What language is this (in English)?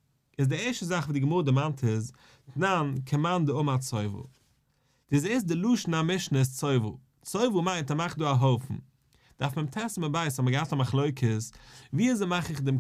Yiddish